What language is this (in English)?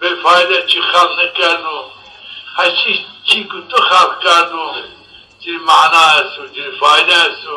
Zaza